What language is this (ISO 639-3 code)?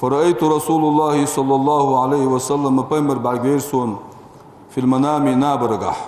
inh